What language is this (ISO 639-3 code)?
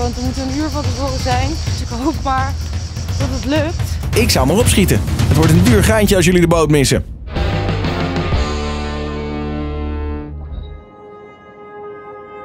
nld